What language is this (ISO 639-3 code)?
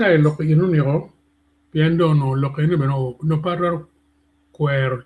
ach